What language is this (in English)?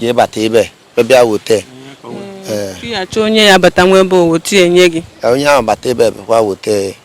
Igbo